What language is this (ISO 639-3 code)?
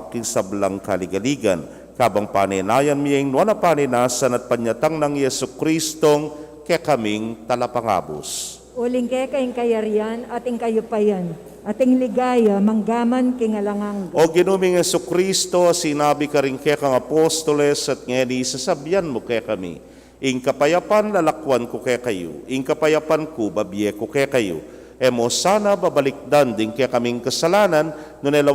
pam